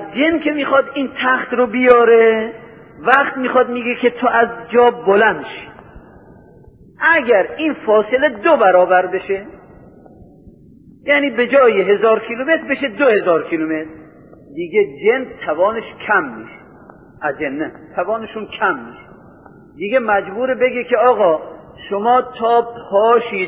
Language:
Persian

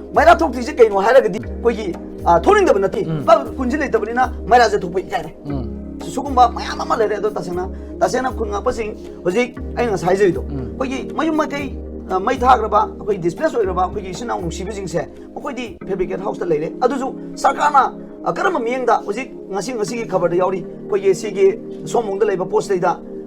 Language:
Manipuri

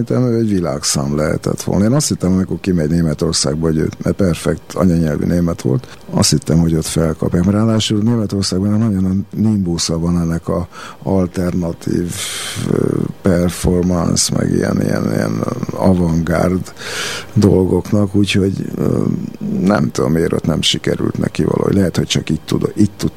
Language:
Hungarian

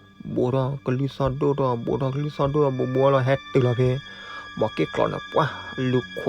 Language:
S'gaw Karen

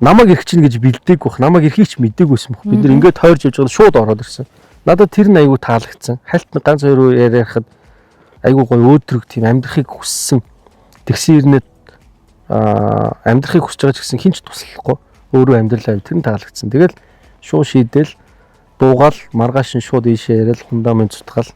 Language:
Mongolian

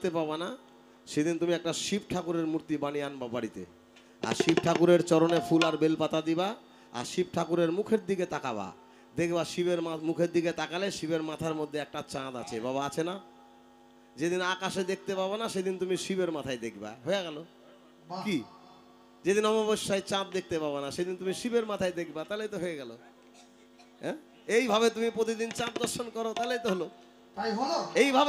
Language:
Bangla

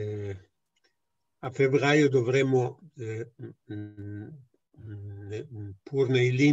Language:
Italian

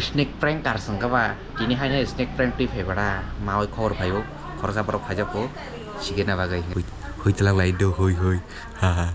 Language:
Kok Borok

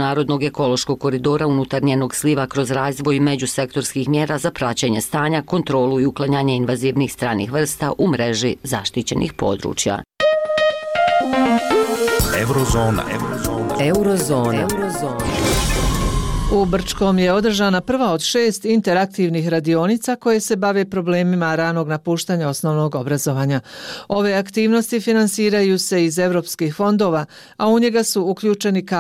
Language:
Bosnian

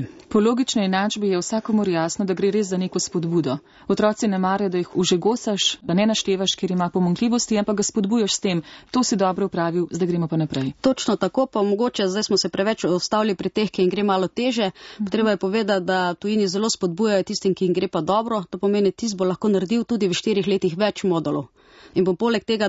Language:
Slovenian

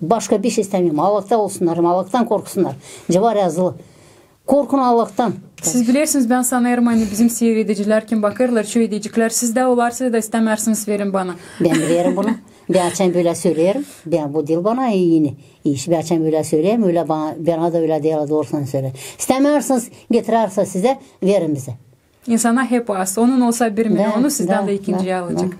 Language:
Gagauz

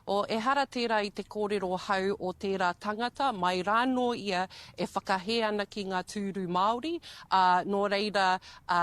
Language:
Māori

